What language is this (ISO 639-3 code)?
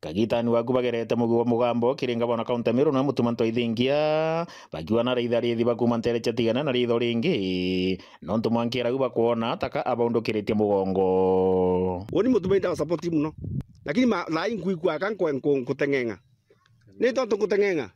mer